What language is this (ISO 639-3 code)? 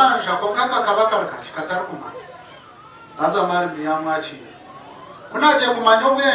nyn